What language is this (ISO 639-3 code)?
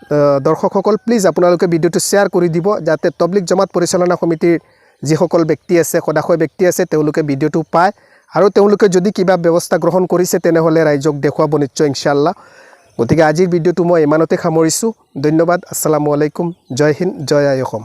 asm